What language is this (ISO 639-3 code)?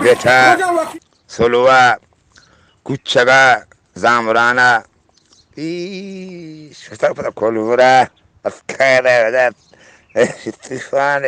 bgp